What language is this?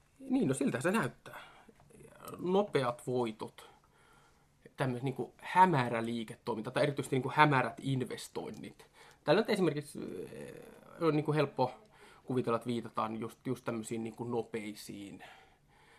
Finnish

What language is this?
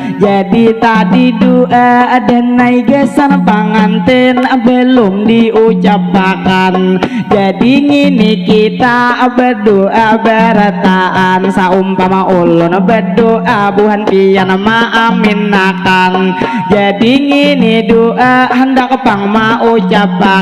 Banjar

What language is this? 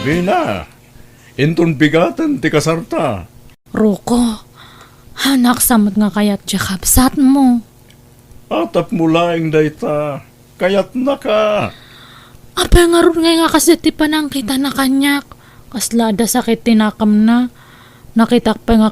Iloko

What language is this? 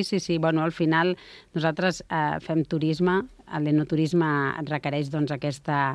Catalan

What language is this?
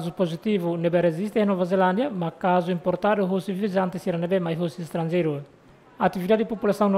Tetum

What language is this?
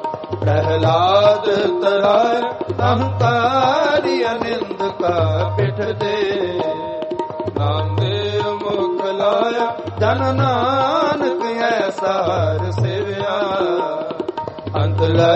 Punjabi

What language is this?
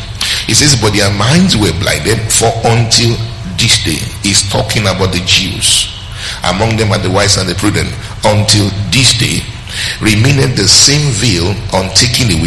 English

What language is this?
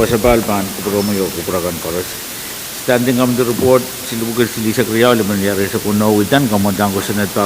Pohnpeian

